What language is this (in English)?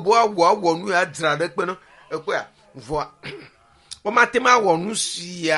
Ewe